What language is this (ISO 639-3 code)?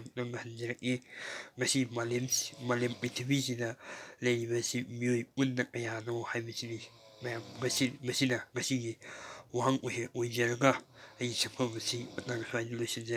mni